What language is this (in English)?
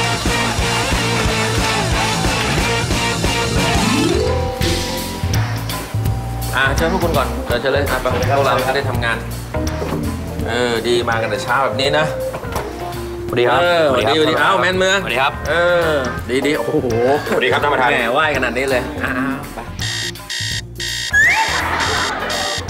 Thai